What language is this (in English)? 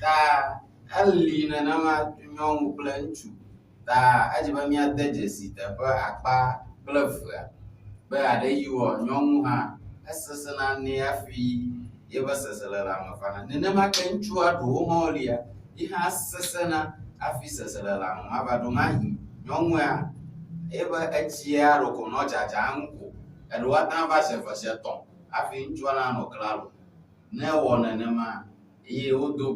Ewe